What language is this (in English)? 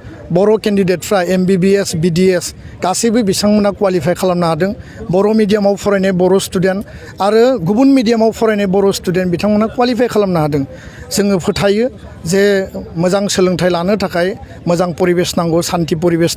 Bodo